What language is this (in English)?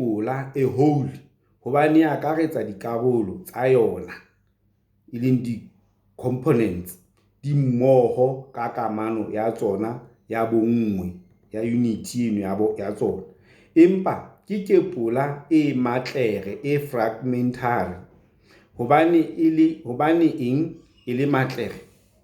Southern Sotho